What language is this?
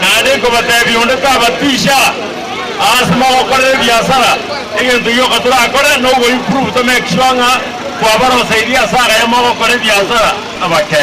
Gusii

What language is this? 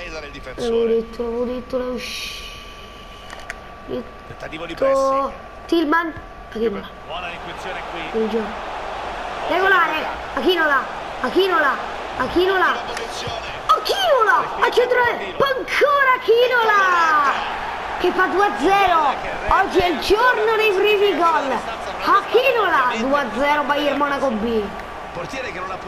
Italian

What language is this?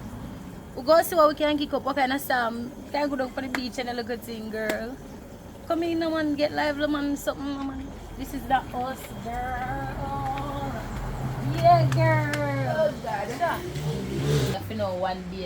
Jamaican Creole English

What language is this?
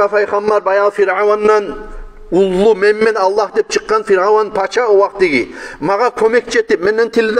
Kumyk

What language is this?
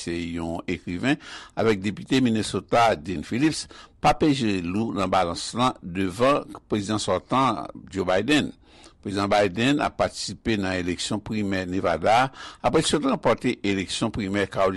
Haitian Creole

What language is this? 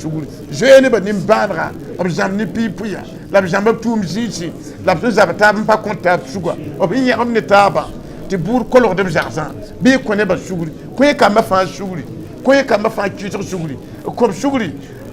Mossi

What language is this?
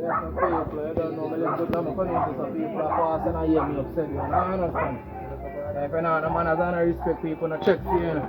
Jamaican Creole English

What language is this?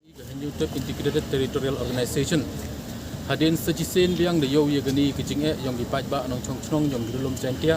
Pnar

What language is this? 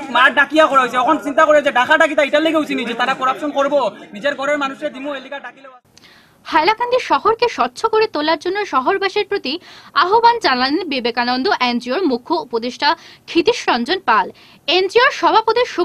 Bangla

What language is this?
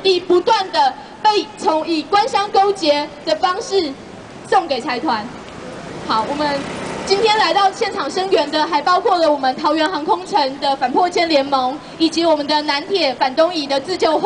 Chinese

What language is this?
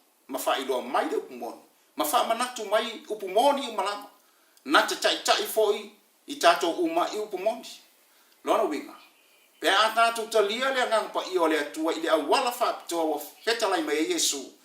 Samoan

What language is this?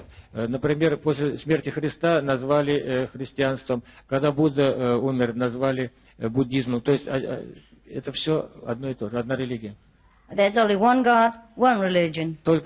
Russian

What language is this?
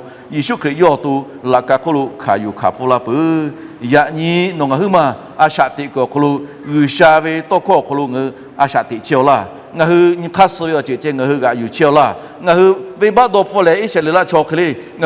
Lahu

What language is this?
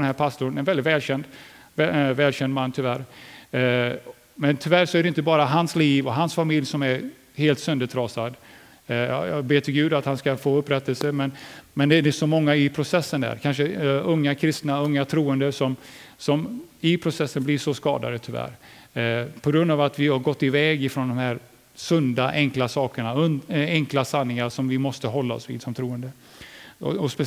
Swedish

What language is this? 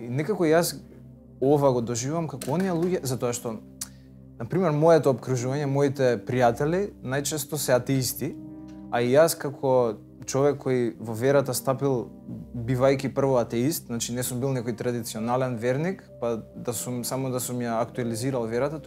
Macedonian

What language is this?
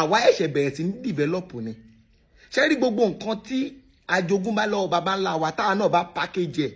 Yoruba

